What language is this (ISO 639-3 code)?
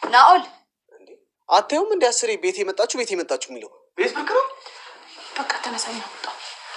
amh